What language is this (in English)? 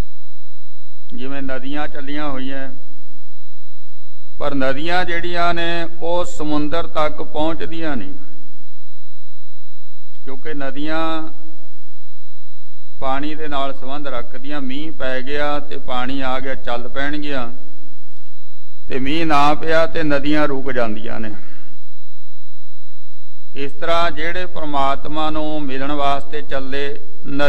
Punjabi